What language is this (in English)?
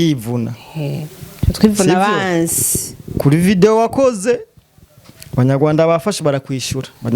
Rundi